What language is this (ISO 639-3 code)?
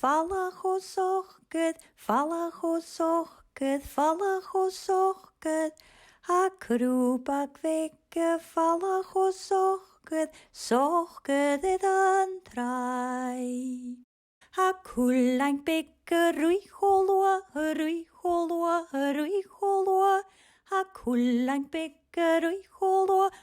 gla